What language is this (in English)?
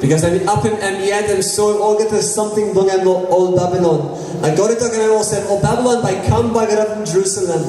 Tok Pisin